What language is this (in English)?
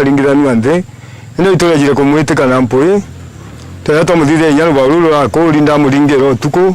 Meru